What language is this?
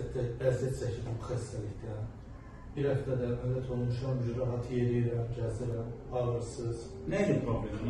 Azerbaijani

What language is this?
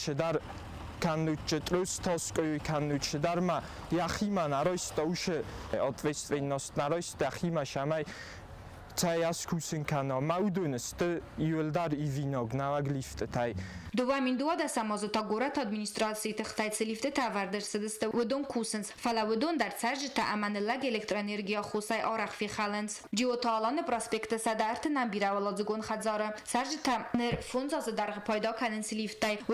Ossetic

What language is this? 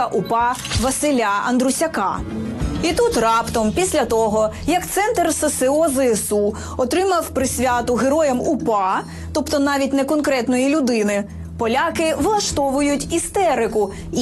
Ukrainian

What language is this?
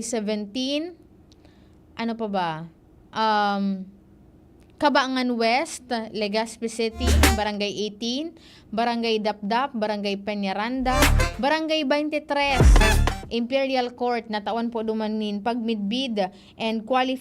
Bikol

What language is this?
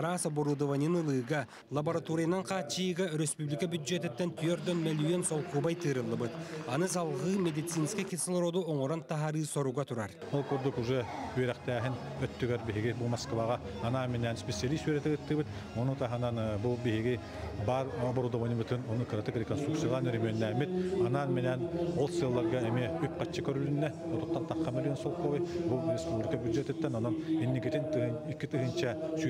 Yakut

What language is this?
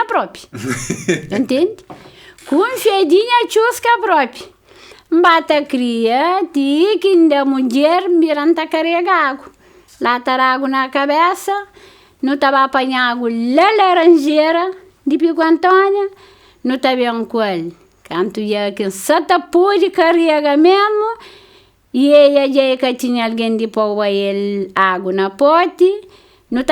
Kabuverdianu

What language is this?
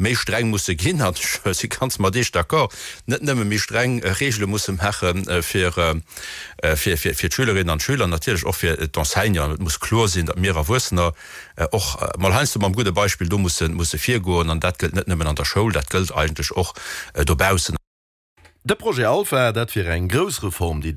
Luxembourgish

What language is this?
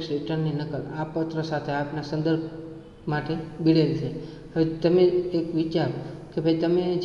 Gujarati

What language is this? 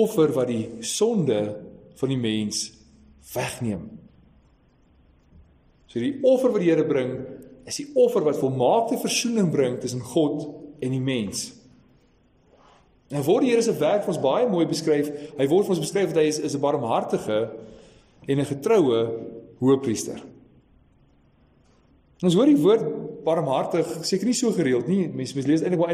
Afrikaans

